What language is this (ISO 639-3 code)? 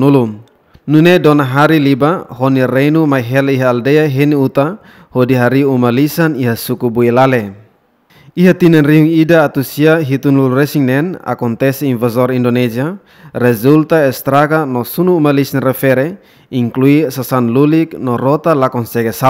tet